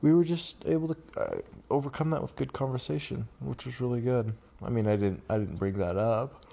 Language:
English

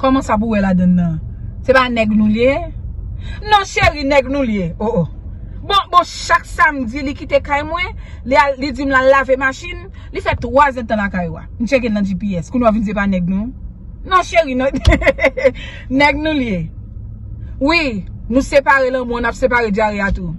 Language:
Haitian Creole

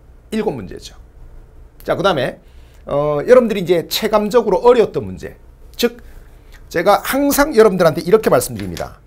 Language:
Korean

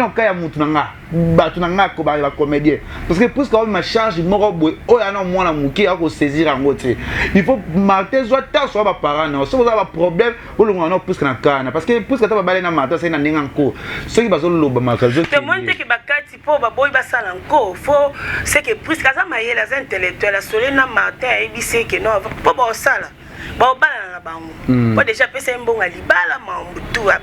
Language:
Lingala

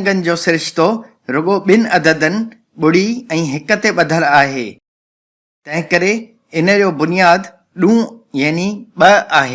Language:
Sindhi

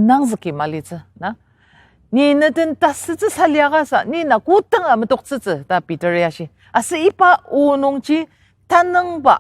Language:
Ao Naga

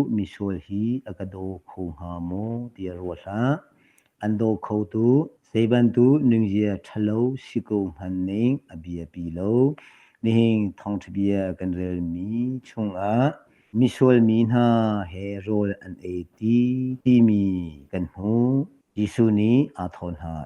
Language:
Hakha Chin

